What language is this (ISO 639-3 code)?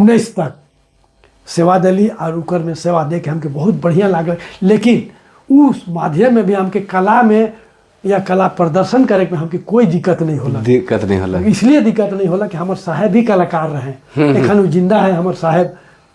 sck